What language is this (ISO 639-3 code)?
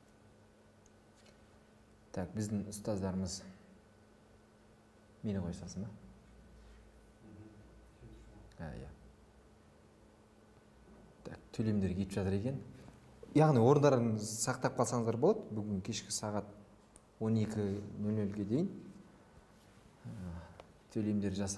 kaz